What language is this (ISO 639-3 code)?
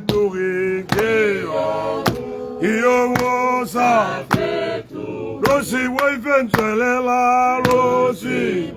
tsn